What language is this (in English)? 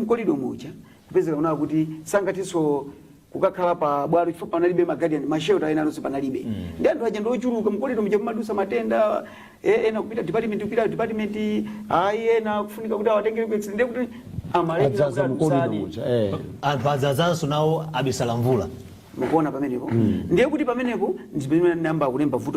Nyanja